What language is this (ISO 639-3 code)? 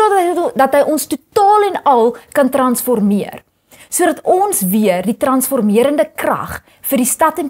afr